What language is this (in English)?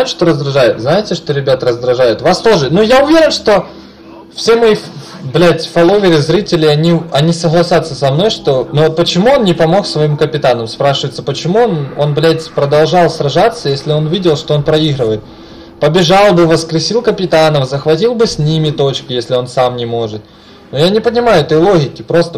Russian